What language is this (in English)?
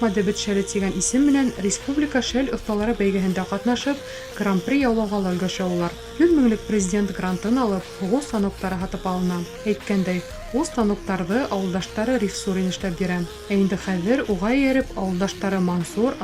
Bashkir